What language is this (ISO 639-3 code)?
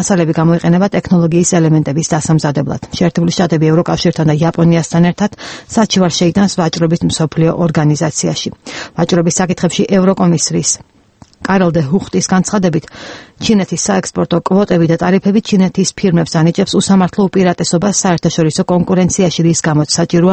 kat